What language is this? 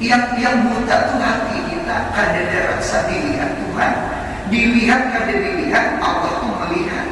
Banjar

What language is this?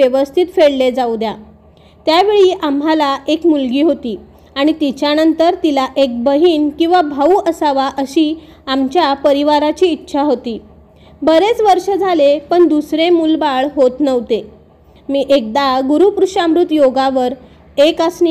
Marathi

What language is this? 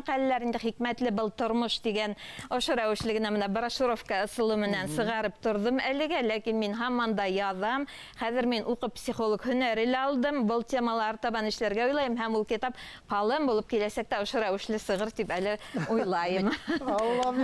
Bashkir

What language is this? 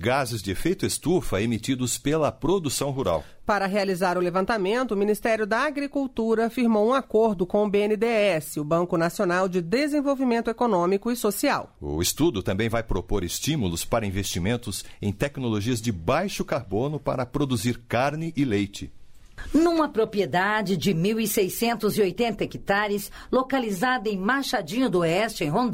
Portuguese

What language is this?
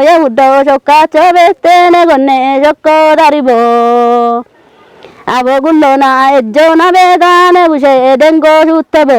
Kafa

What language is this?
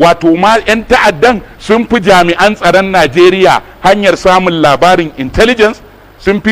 Hausa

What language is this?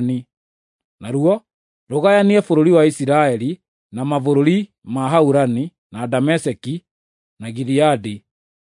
Kikuyu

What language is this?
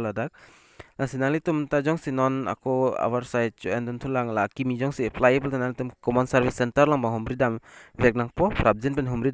Karbi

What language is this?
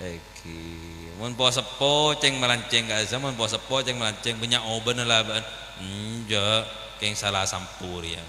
Madurese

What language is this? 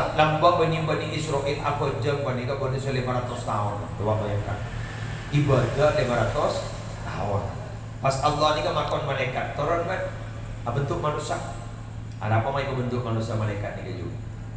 Madurese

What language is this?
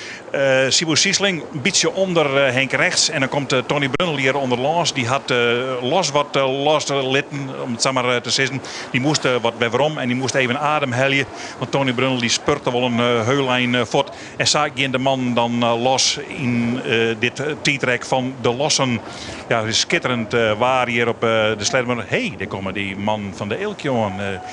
Western Frisian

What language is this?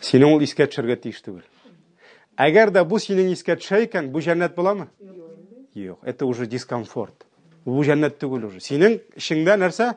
Tatar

